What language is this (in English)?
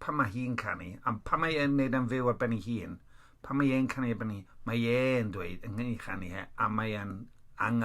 Welsh